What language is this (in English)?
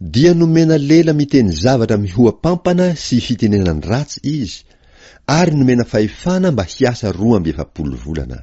Malagasy